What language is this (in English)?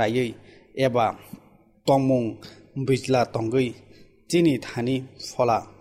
Kok Borok